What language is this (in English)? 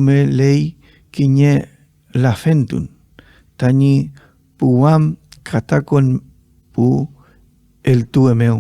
Mapuche